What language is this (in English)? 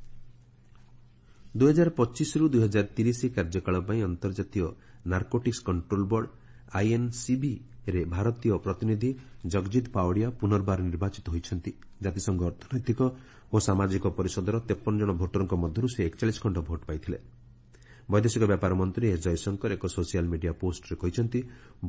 Odia